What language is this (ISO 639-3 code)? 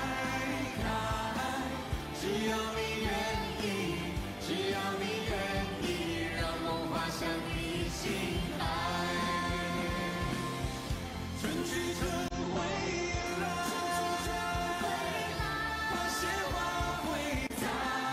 zho